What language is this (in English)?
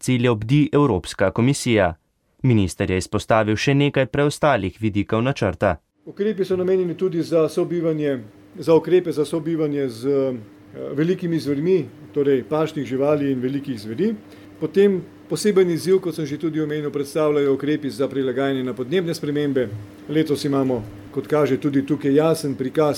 Slovenian